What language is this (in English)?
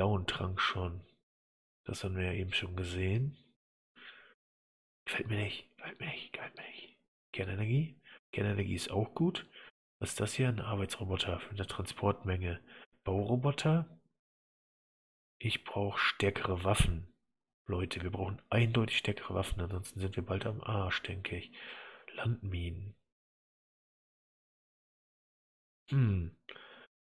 German